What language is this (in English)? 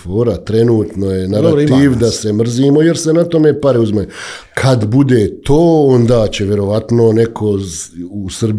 Bosnian